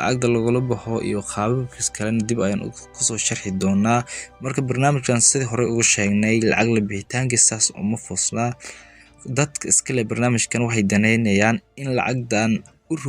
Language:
Somali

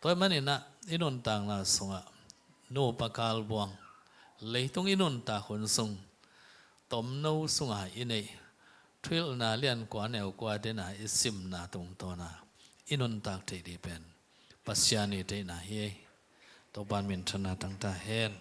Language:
Tedim Chin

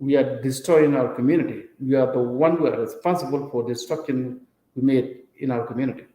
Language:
Nuer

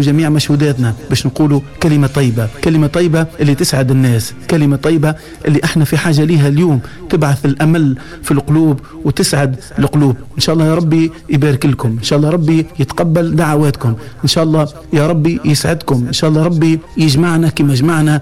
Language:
Tunisian Arabic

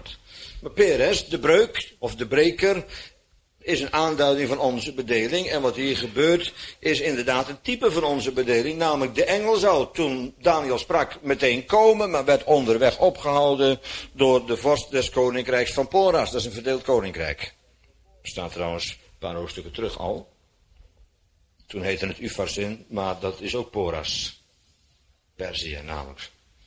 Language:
Dutch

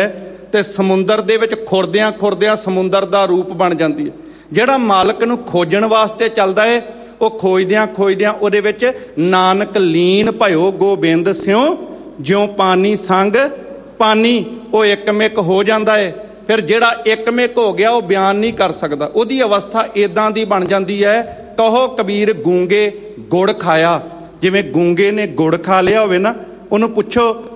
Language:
Punjabi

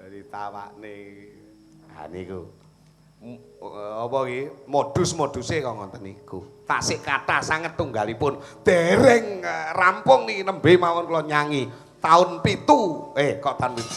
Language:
Javanese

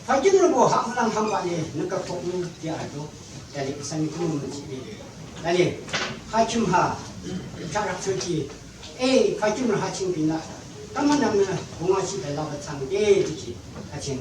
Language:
Yimchungru Naga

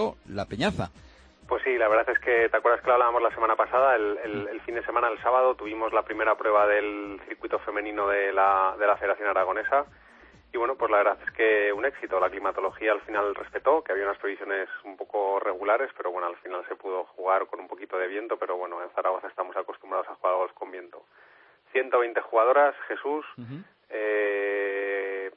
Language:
Spanish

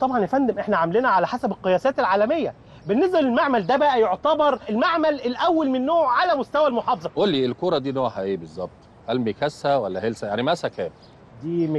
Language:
Egyptian Arabic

